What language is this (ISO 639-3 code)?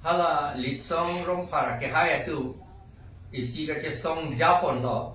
mjw